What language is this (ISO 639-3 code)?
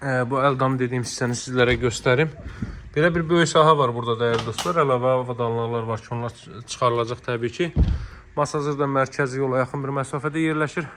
aze